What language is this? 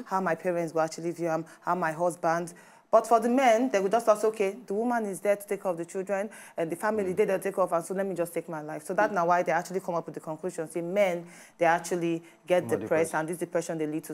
Nigerian Pidgin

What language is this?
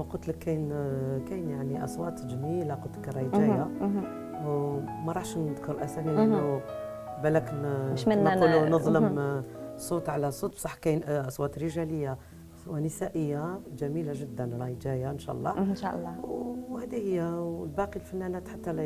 Algerian Arabic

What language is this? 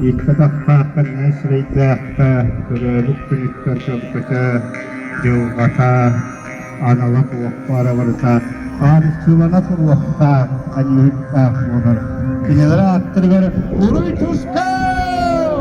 Yakut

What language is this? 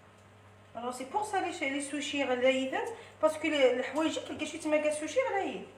Algerian Arabic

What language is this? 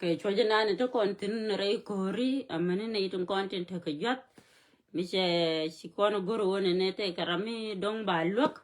Nuer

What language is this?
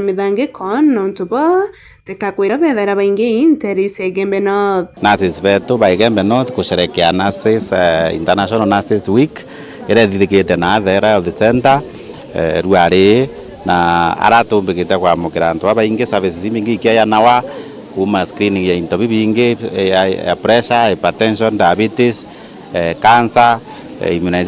Meru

